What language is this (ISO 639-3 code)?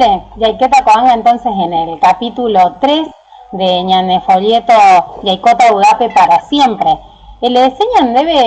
grn